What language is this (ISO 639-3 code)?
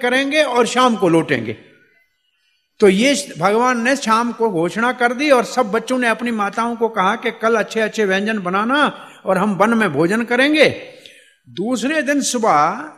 hin